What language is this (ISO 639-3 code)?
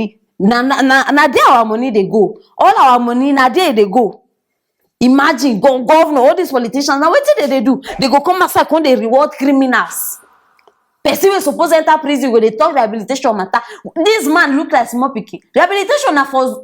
pcm